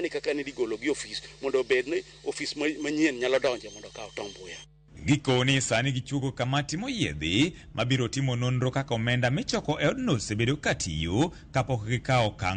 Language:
Luo (Kenya and Tanzania)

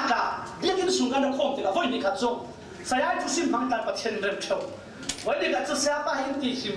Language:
Falam Chin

